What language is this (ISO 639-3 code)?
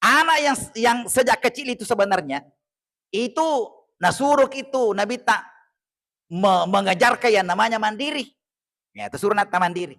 bug